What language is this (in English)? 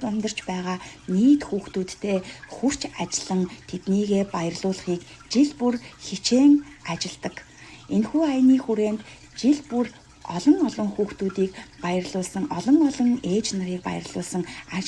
Mongolian